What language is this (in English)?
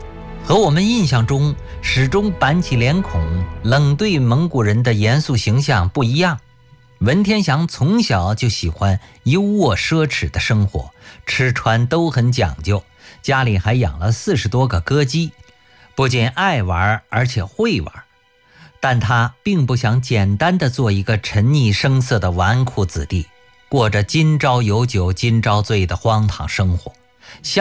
Chinese